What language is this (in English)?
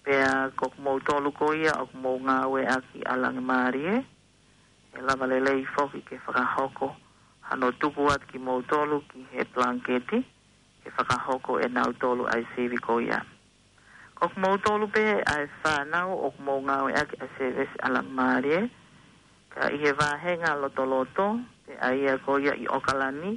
Tongan